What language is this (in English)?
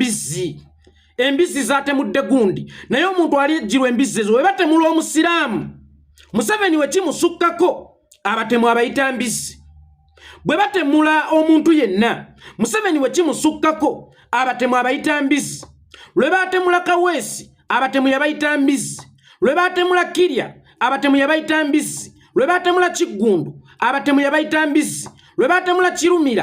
Ganda